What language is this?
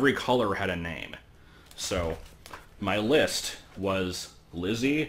English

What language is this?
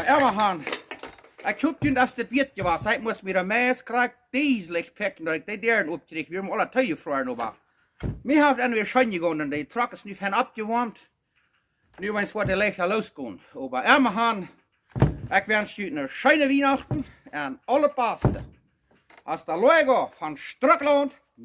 Plautdietsch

